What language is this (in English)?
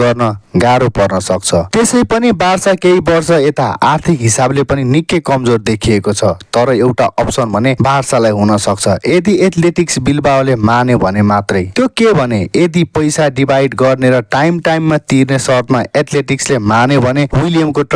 Nepali